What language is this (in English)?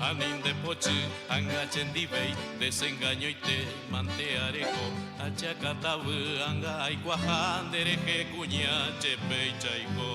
Guarani